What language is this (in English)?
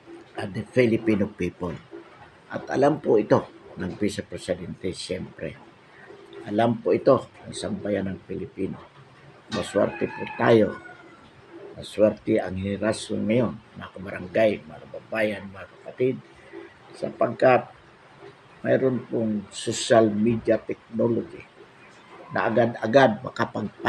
Filipino